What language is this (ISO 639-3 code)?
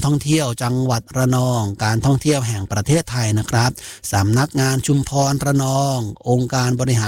tha